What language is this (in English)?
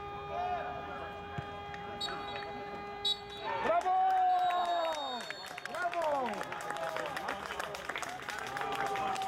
Polish